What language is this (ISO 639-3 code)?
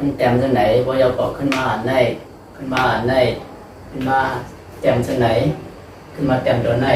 shn